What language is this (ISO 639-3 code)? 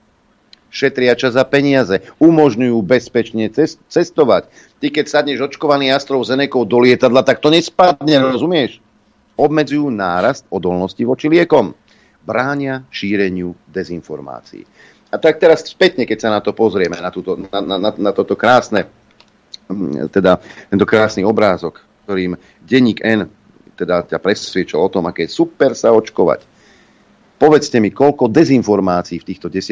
slk